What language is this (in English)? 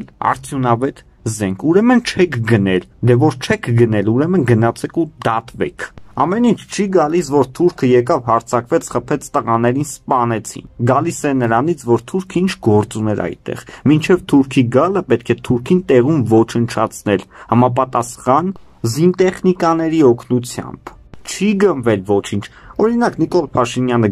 Armenian